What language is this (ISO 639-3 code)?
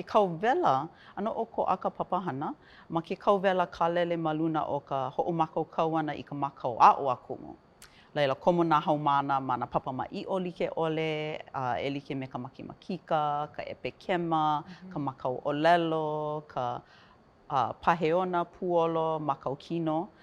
haw